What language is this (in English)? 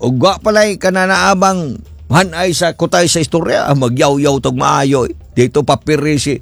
Cebuano